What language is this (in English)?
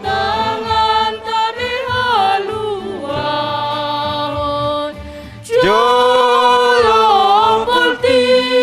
Batak Simalungun